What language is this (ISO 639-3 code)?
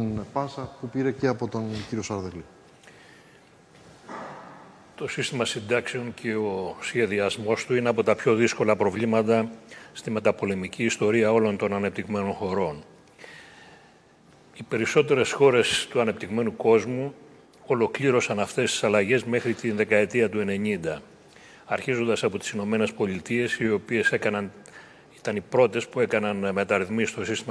ell